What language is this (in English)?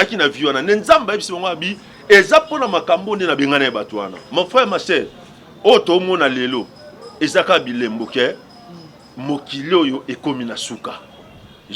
Lingala